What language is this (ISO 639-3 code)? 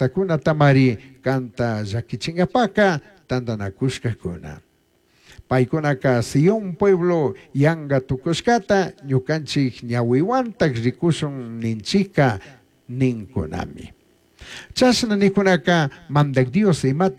qug